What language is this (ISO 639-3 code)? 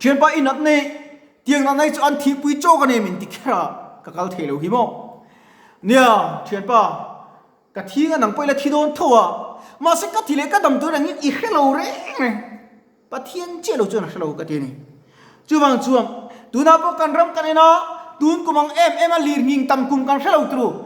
lus